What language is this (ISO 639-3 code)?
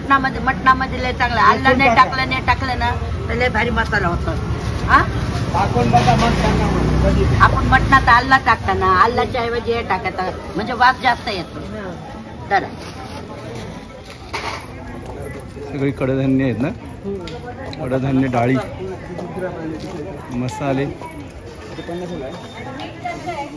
mar